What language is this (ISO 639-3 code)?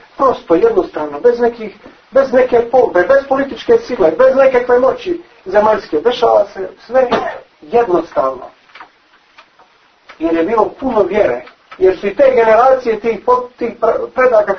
bos